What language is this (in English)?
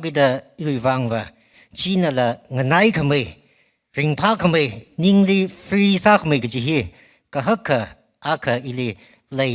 Tangkhul Naga (India)